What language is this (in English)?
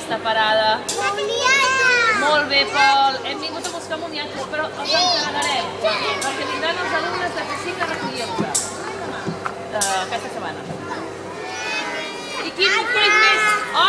Catalan